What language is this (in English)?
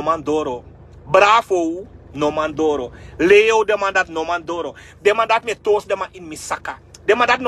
Sranan Tongo